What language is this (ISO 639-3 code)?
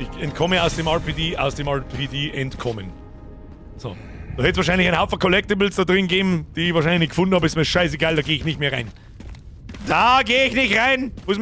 bar